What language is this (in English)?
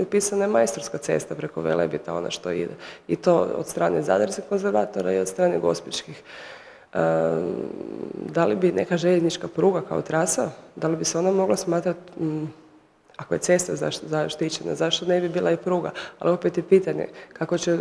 Croatian